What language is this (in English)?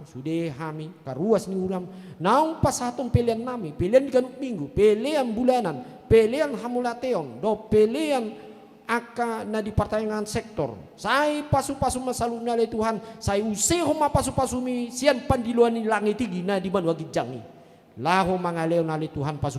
Batak Toba